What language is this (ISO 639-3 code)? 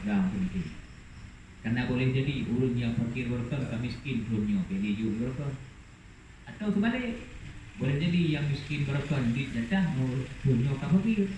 ace